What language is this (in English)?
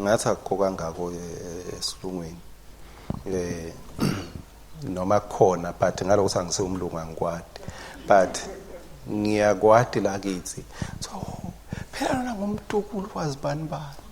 Swati